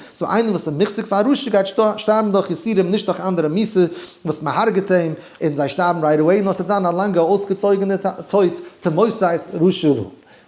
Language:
Yiddish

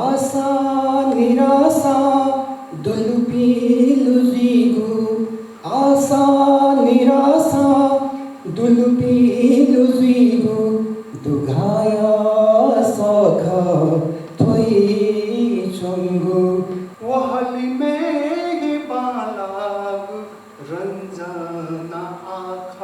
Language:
Newari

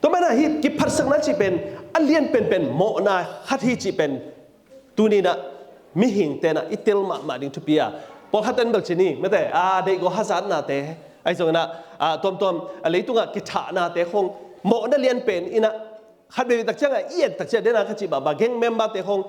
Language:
Tedim Chin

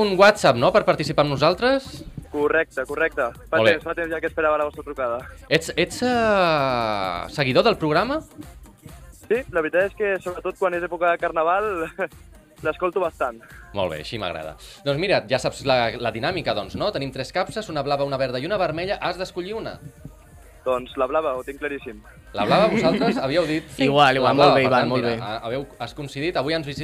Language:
Catalan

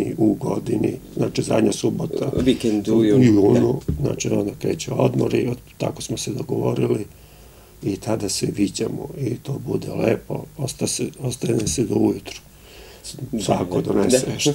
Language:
Serbian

